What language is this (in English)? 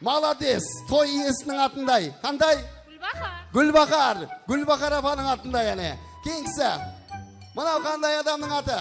Kara-Kalpak